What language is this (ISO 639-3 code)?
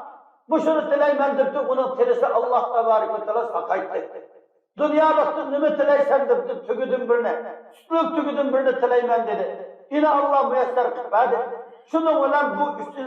uig